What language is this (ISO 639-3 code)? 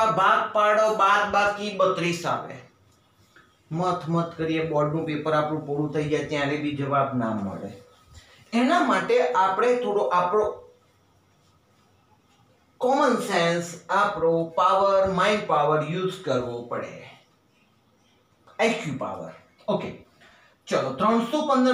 guj